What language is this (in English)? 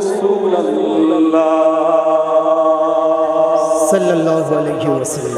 Bangla